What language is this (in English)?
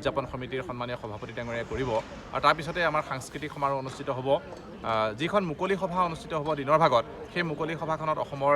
Assamese